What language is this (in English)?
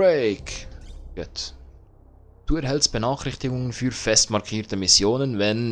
Swiss German